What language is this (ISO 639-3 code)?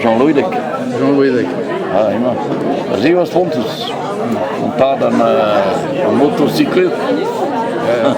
bre